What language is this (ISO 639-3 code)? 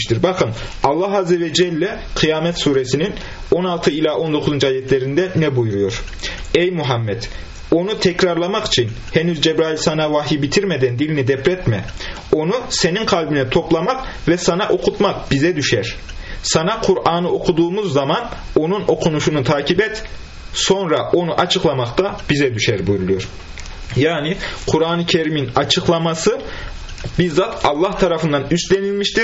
tur